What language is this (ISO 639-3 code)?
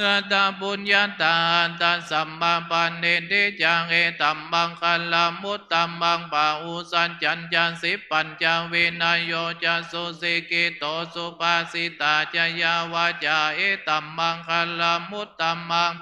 pli